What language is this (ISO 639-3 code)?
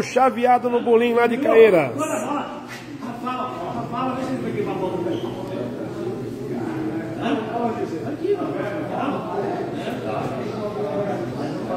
por